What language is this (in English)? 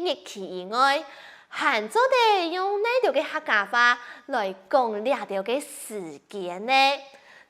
Hakka Chinese